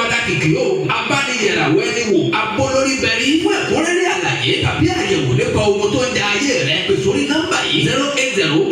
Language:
Yoruba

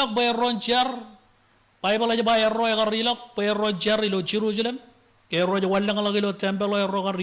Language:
Marshallese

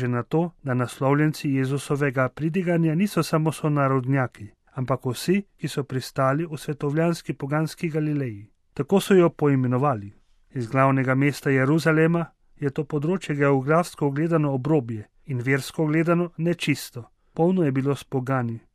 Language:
Slovenian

